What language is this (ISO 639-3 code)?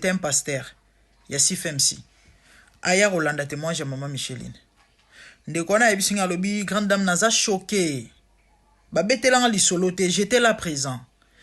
lin